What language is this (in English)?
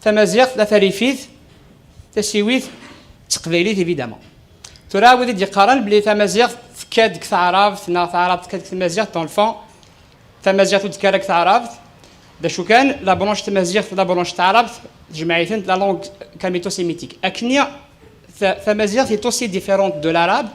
Kabyle